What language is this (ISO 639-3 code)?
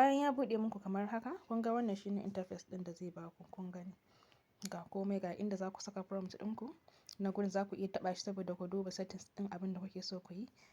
hau